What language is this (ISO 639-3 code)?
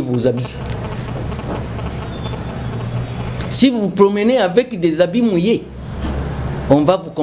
fra